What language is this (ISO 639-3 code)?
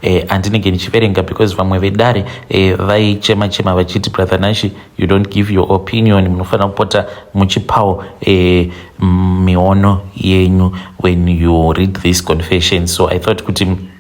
sna